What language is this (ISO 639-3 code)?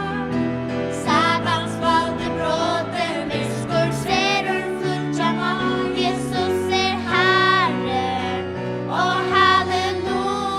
fao